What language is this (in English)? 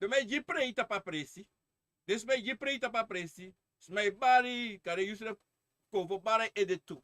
Sranan Tongo